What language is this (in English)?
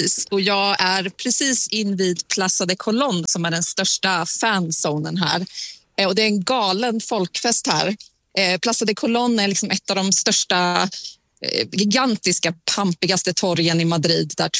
Swedish